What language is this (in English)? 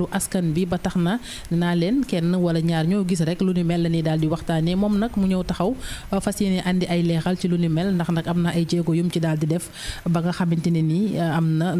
Wolof